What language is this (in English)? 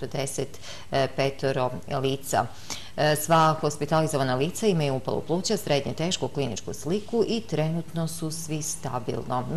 Serbian